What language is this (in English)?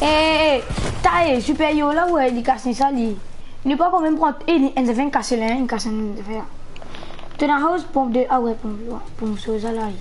Morisyen